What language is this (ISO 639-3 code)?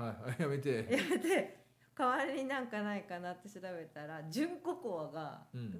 jpn